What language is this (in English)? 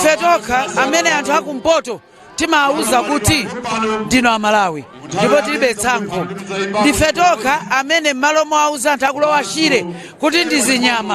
Nyanja